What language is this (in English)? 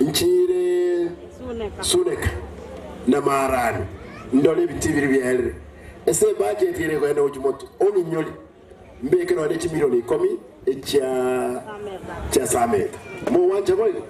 Gusii